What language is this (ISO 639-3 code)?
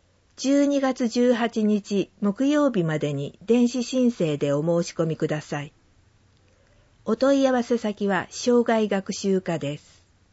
jpn